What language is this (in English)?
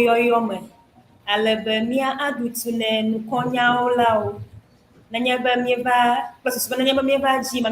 Ewe